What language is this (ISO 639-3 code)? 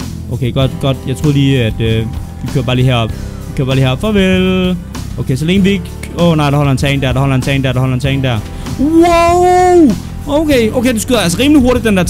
dan